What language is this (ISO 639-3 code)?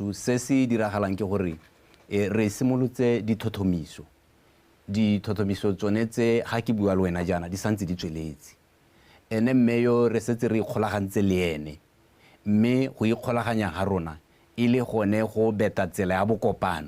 tsn